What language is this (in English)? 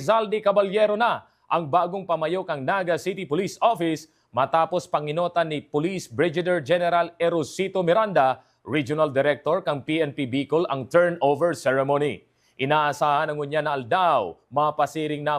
Bikol